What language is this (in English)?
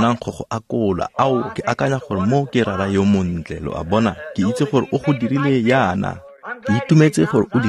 Tswana